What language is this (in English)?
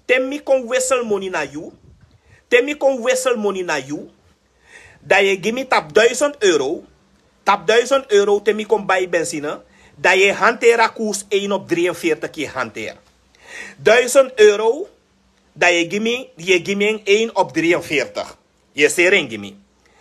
Sranan Tongo